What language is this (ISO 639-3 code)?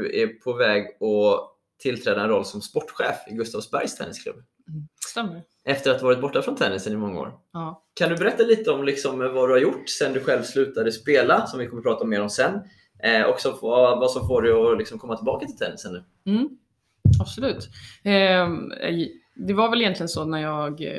swe